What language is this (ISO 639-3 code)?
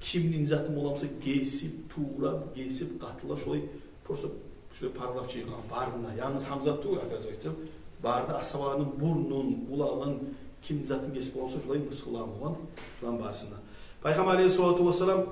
kum